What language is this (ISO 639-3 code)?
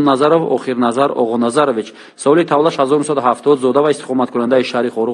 tgk